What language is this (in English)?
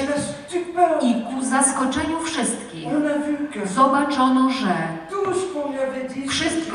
Polish